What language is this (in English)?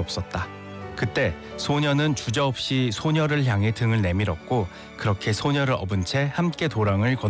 Korean